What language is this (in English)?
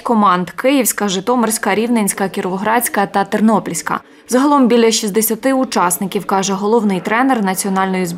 Ukrainian